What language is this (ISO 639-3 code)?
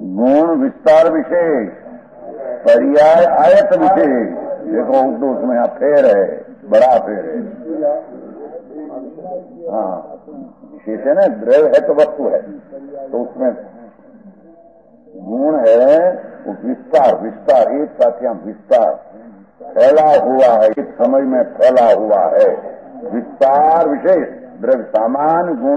hin